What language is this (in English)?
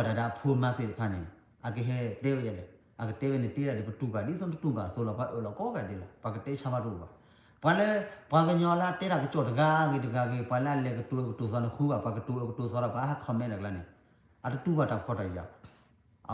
S'gaw Karen